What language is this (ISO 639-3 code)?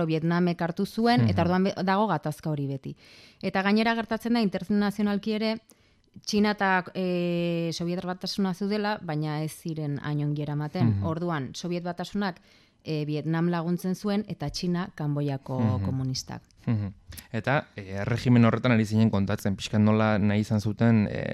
eus